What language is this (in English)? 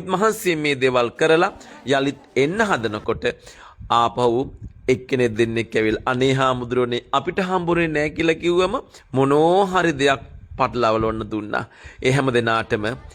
Sinhala